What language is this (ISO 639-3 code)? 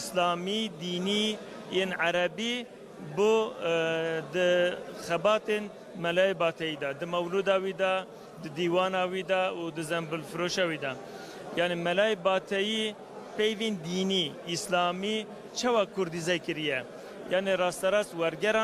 kur